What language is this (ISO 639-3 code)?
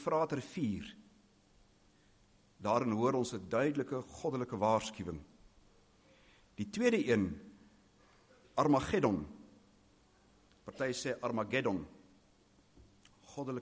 afr